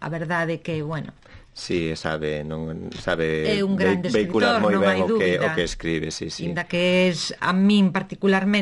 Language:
Galician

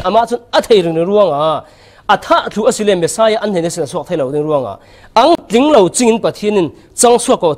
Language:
Falam Chin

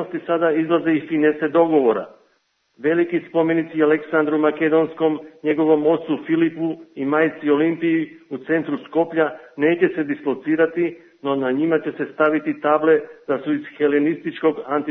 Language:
Serbian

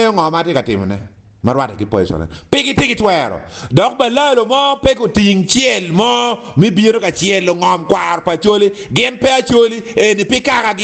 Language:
Acoli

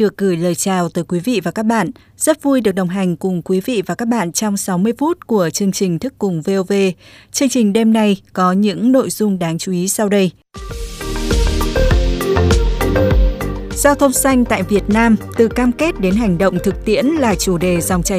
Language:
Vietnamese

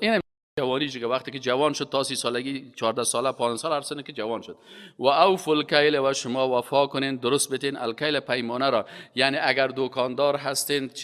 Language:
Persian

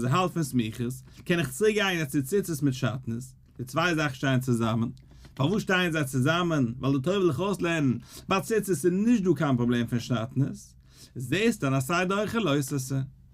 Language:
Yiddish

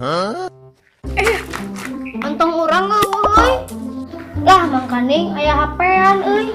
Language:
Sundanese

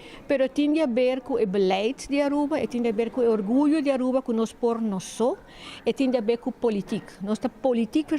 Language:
Papiamento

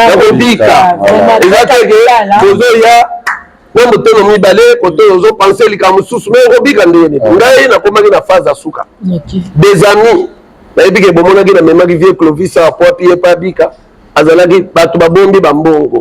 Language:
Lingala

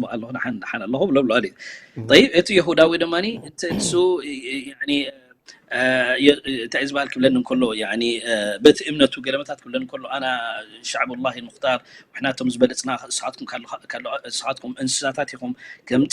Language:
Tigrinya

